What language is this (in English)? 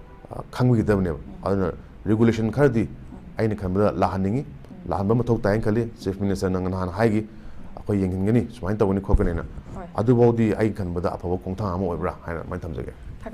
Manipuri